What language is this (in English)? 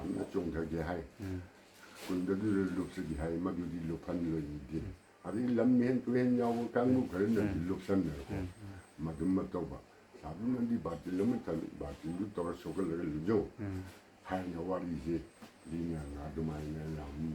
Manipuri